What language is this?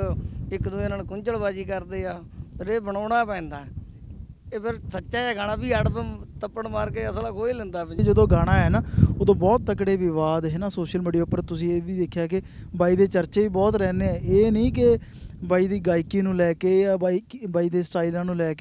Punjabi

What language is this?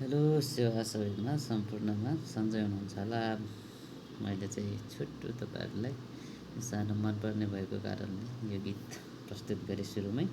Nepali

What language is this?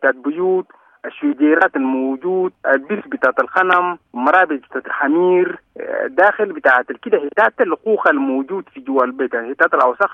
Sudanese Arabic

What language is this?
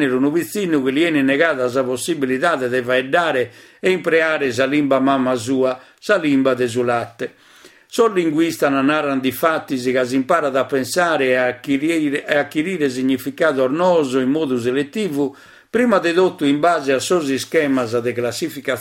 Sardinian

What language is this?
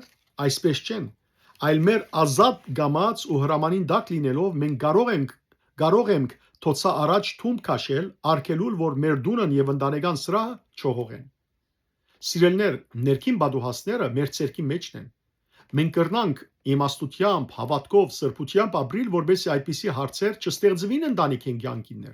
Western Armenian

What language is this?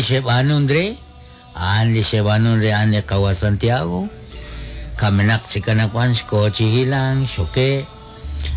Kekchí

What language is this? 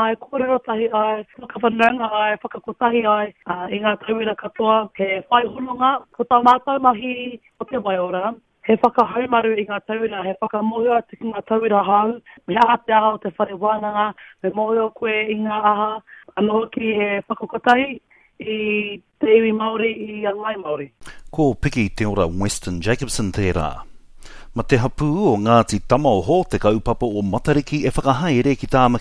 Māori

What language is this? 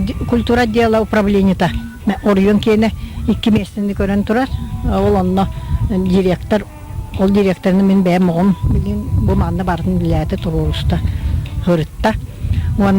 Yakut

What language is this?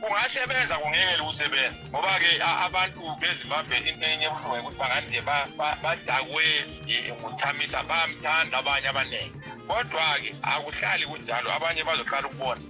North Ndebele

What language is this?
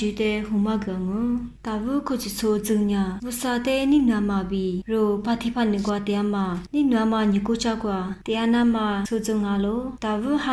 Lisu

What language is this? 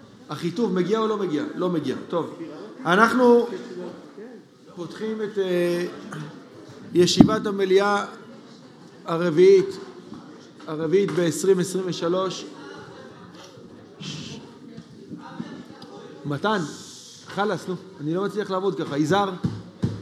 Hebrew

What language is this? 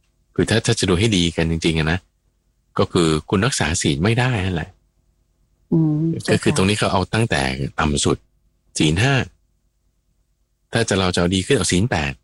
Thai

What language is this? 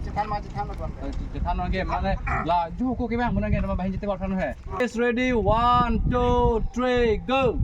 Karbi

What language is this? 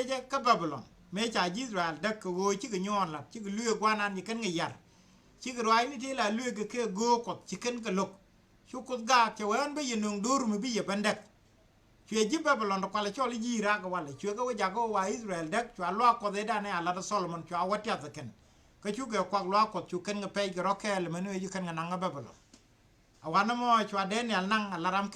Nuer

